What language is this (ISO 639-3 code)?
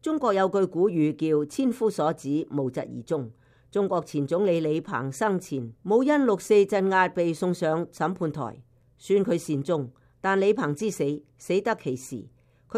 yue